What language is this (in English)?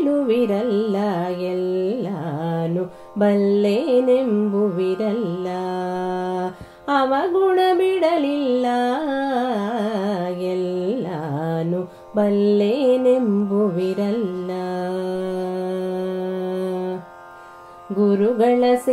Kannada